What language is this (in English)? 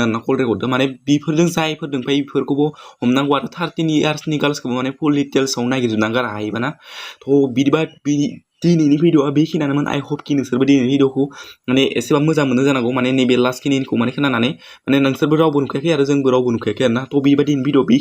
Bodo